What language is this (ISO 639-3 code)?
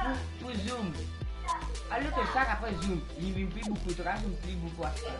mfe